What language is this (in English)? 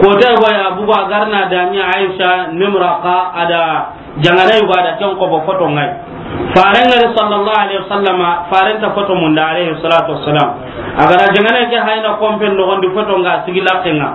Soninke